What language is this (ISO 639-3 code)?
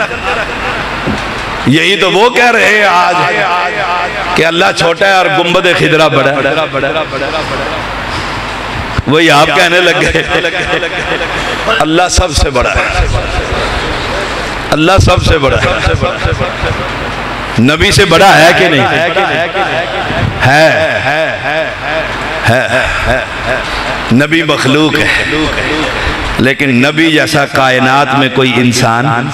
urd